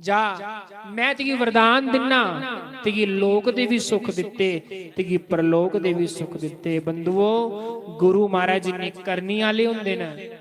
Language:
Dogri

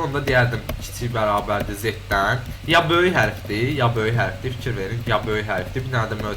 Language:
Azerbaijani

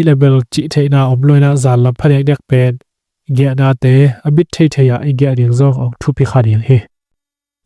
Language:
Tedim Chin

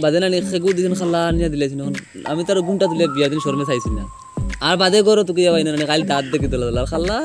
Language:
Sylheti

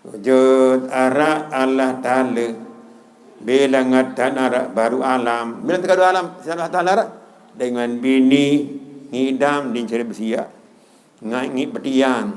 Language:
Sasak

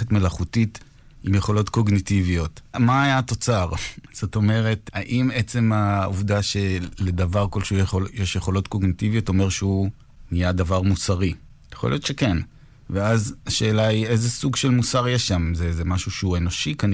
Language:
Hebrew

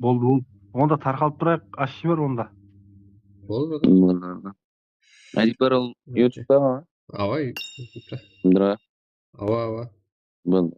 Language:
Kara-Kalpak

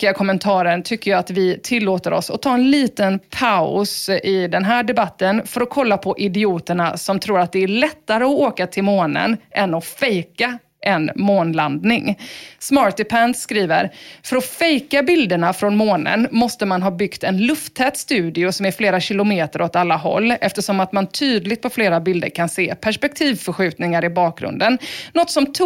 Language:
Swedish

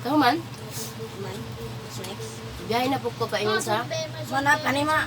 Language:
Cebuano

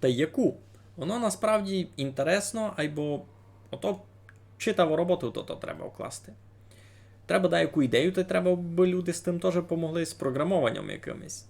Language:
Rusyn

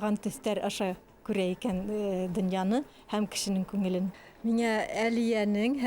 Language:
Bashkir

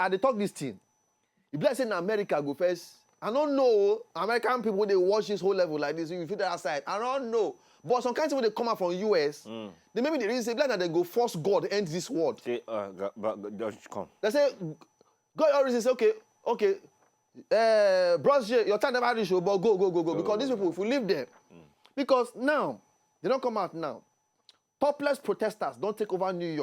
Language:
Nigerian Pidgin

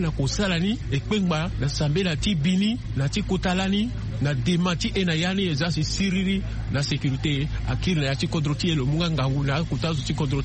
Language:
Sango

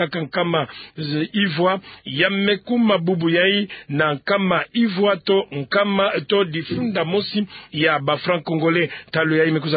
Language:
Kituba (Democratic Republic of Congo)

